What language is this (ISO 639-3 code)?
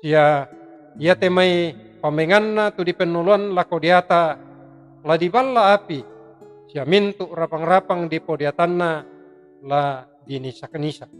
sda